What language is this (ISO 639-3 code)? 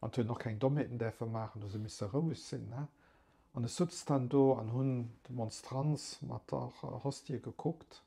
ltz